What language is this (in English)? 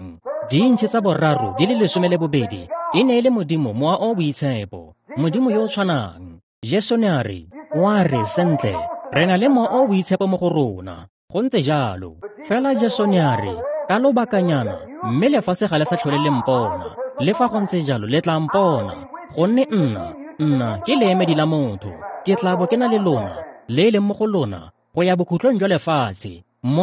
Tswana